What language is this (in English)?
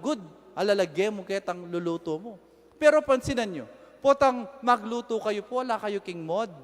Pampanga